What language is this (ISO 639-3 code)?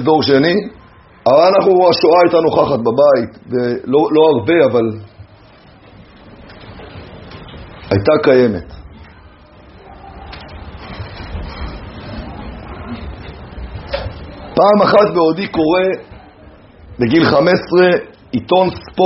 heb